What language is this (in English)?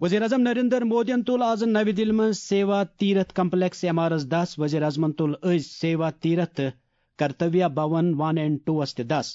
Kashmiri